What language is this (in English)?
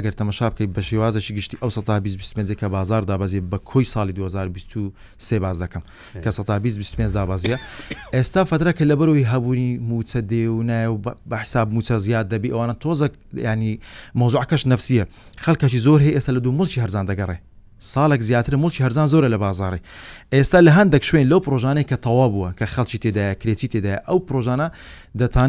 Central Kurdish